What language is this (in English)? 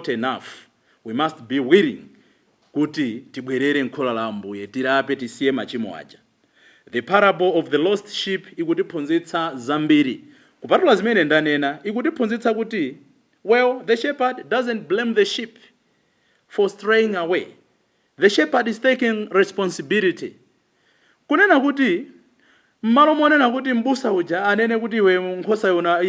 Nyanja